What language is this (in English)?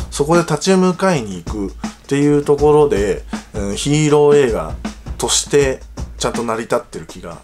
Japanese